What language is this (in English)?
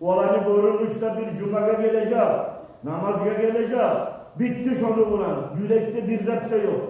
Kumyk